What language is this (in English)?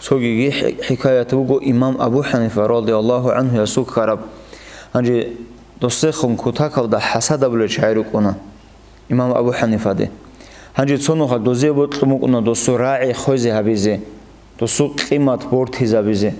Avaric